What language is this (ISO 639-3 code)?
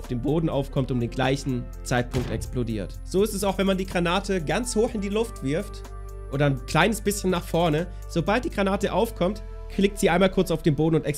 deu